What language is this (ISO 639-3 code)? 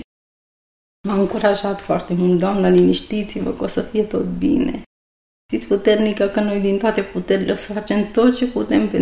ron